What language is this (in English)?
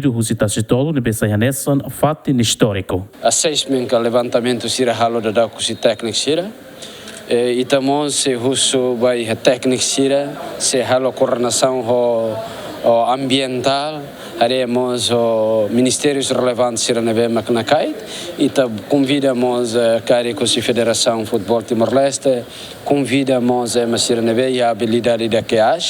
Tetum